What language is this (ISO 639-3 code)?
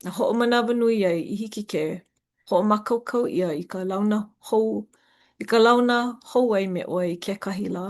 haw